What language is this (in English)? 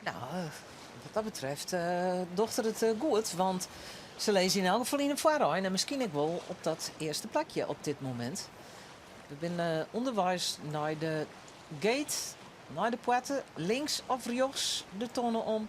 Western Frisian